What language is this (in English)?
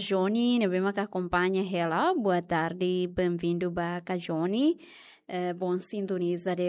Tetum